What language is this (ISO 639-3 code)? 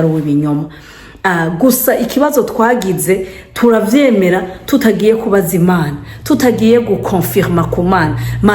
run